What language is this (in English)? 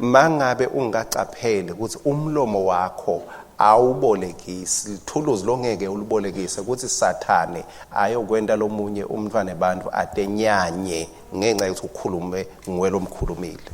Swati